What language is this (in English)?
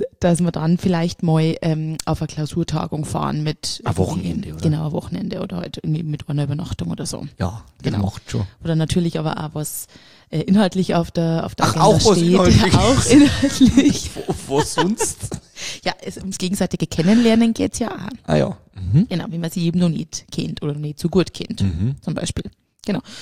German